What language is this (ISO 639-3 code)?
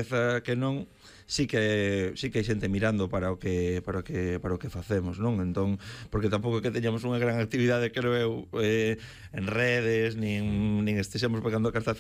glg